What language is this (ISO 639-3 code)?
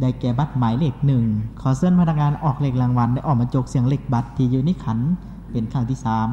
lao